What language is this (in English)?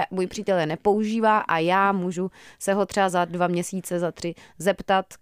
Czech